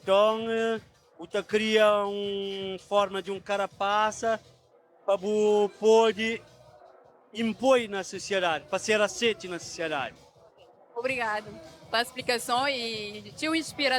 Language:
Kabuverdianu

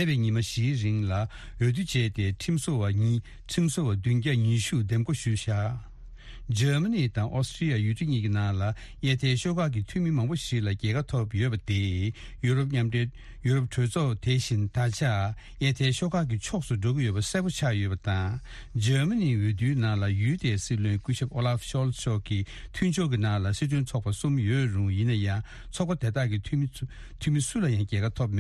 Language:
Tibetan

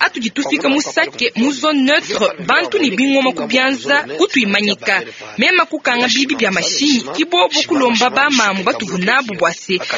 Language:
Luba-Lulua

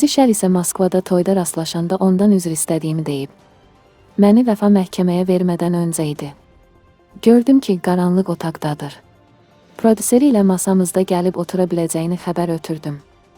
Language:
Azerbaijani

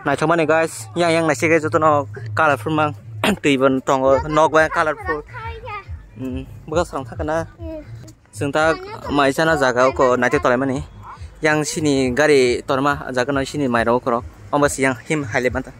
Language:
Kok Borok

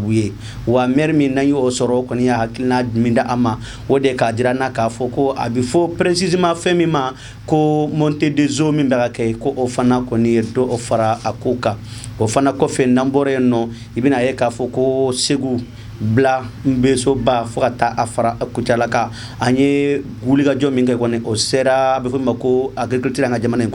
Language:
Bambara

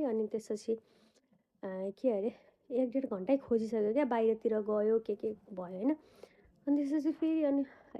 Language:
Nepali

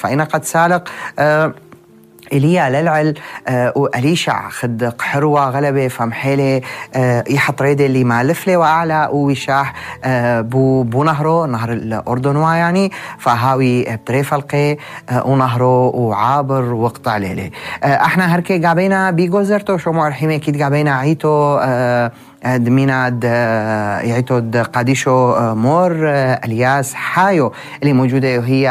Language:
North Levantine Arabic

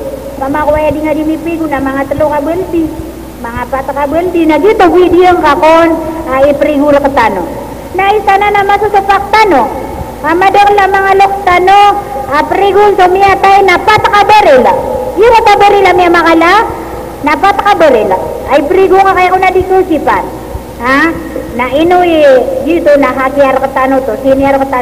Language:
Maranao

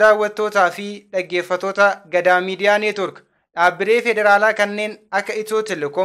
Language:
Oromo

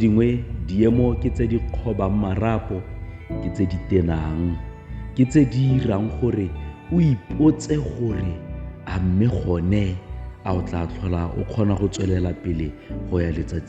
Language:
Tswana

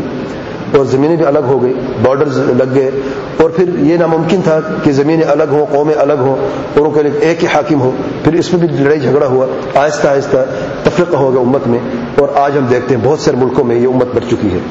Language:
Urdu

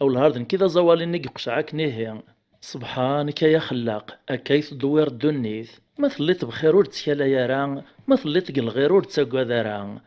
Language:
Kabyle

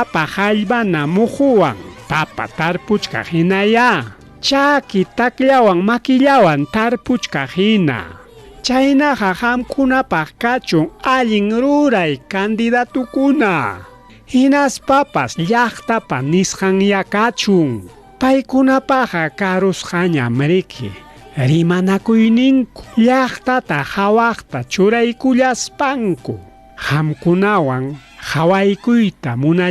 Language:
Ayacucho Quechua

